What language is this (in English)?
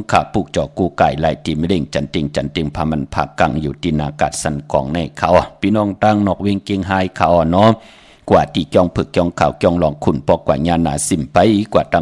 Shan